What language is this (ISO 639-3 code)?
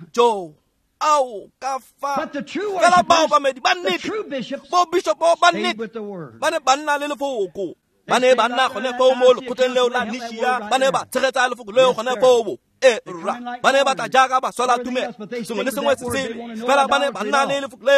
tsn